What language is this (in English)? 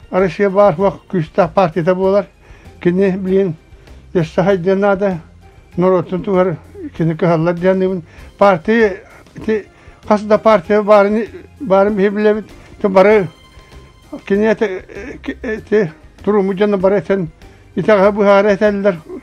Yakut